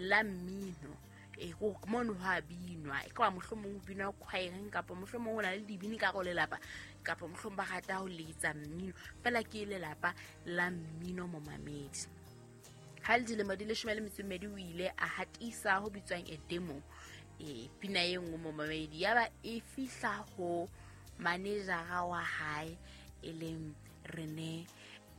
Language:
Southern Sotho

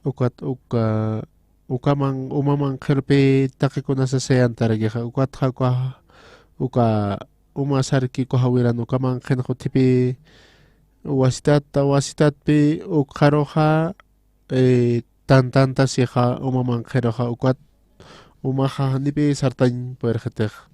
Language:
Aymara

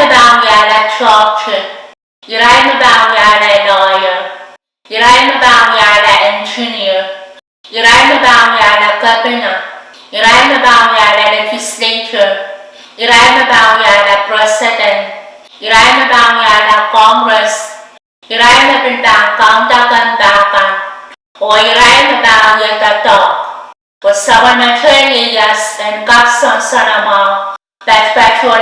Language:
Pohnpeian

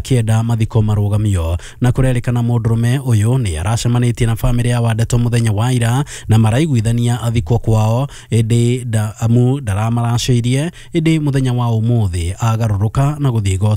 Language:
Kikuyu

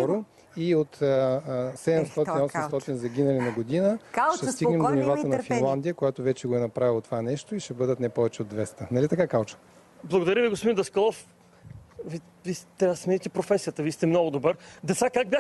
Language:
Bulgarian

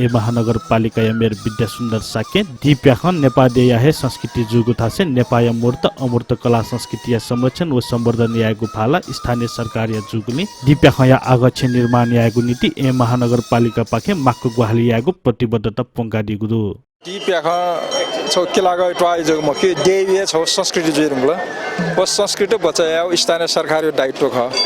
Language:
Newari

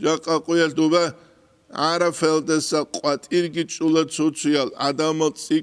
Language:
Avaric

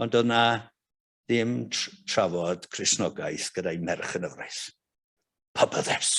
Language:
Welsh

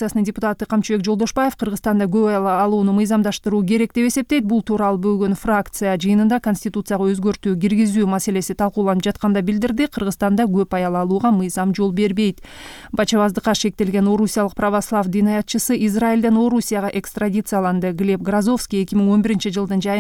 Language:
Kyrgyz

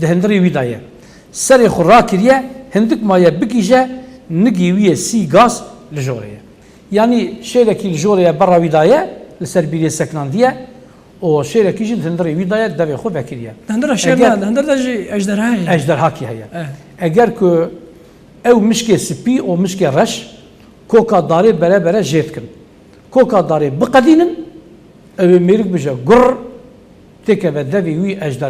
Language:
Kurdish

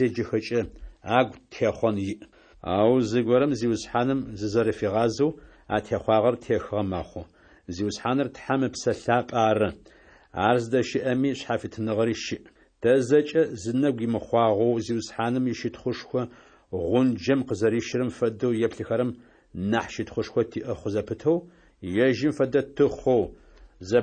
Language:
Adyghe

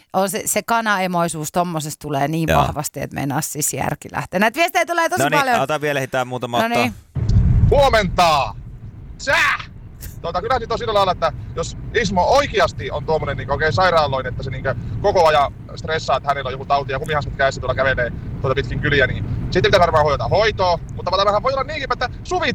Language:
Finnish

